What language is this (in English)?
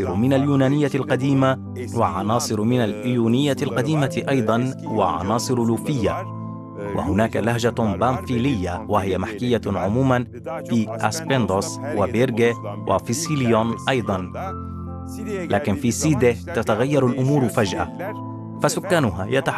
Arabic